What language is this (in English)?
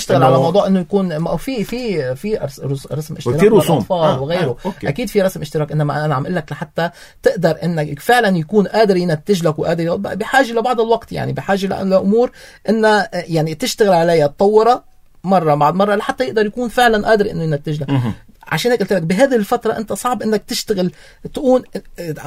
North Levantine Arabic